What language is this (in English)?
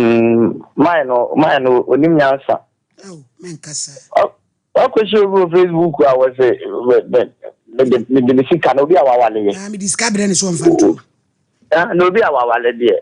Akan